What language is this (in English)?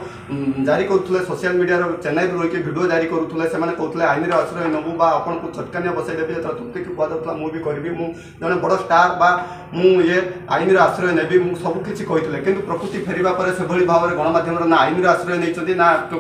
Odia